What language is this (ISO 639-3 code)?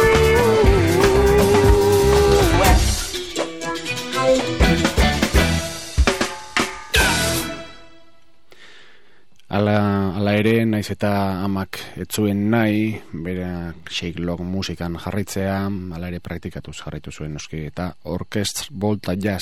eus